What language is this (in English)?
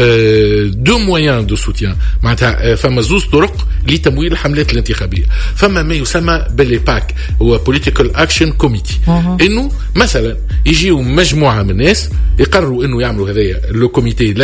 Tunisian Arabic